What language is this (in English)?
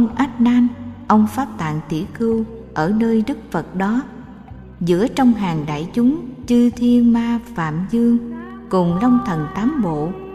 Vietnamese